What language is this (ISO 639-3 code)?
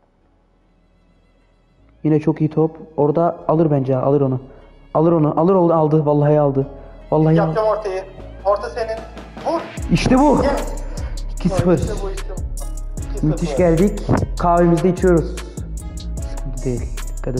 tur